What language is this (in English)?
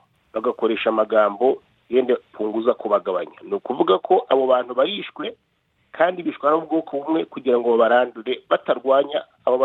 Kinyarwanda